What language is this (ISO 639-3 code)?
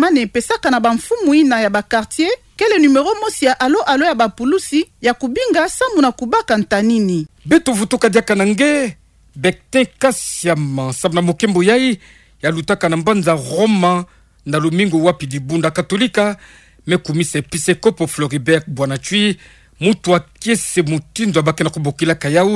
ktu